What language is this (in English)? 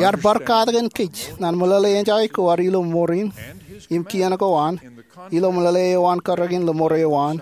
Marshallese